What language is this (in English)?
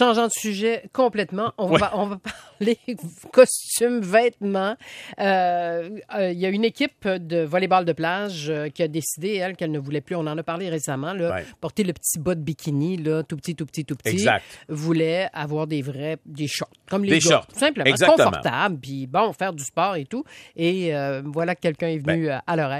French